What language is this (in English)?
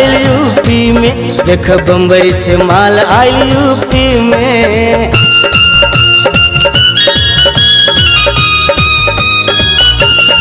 Bhojpuri